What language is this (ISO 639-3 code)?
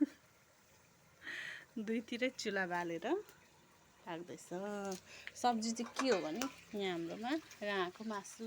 nep